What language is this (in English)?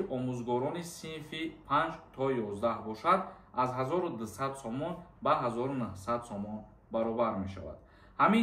Tajik